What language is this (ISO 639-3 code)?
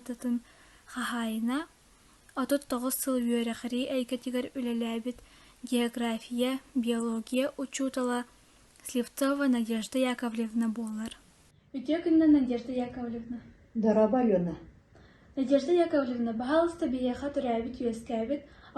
sah